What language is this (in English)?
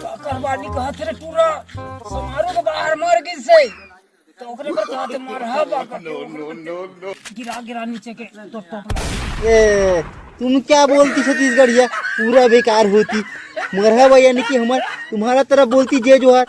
Chhattisgarhi